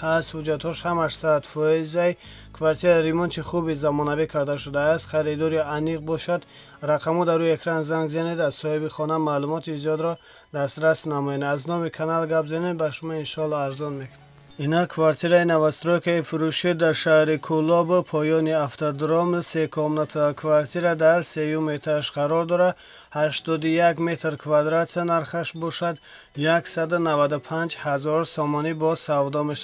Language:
Tajik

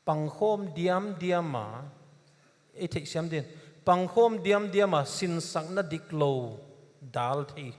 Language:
Paite Chin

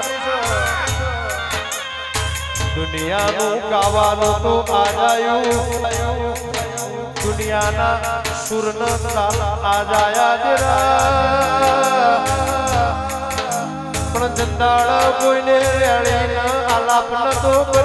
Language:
Gujarati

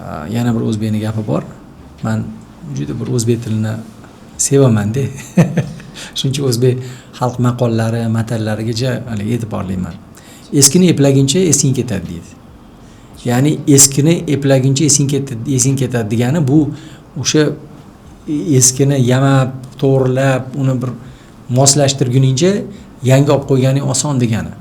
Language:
Uzbek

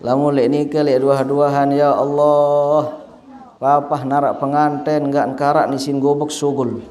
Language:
Sasak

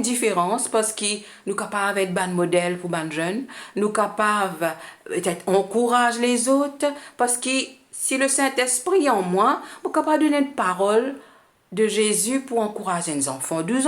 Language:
Morisyen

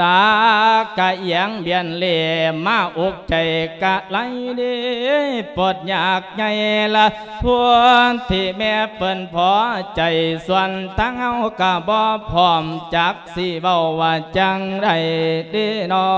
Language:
Lao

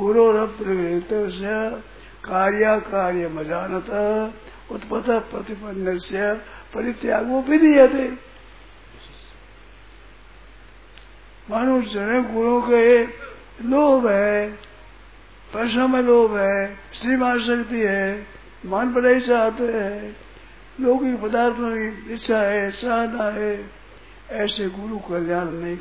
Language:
Hindi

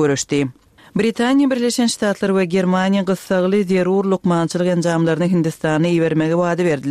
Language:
Kyrgyz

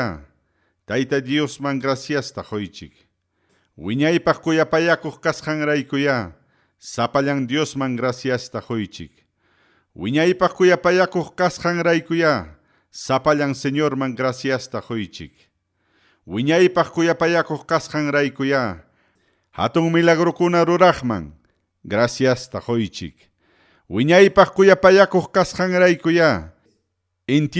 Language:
Ayacucho Quechua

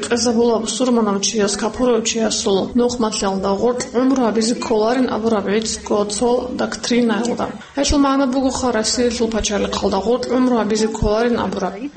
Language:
Avaric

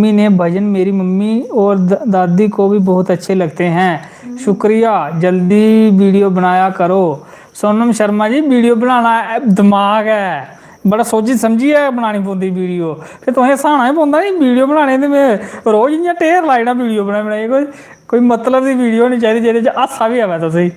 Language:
Dogri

